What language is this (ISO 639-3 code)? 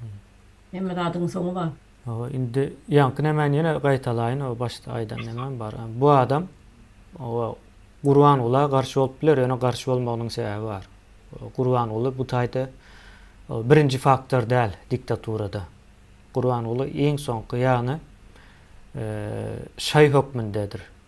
tuk